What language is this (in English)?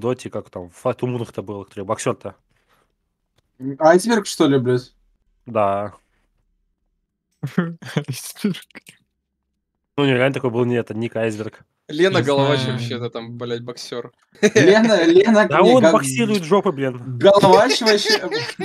Russian